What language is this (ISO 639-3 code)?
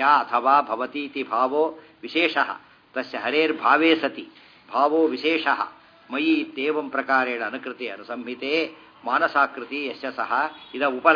kan